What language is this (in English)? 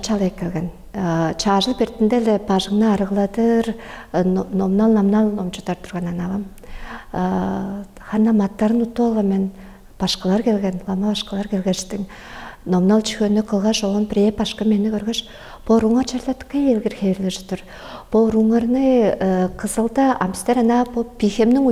Tuvinian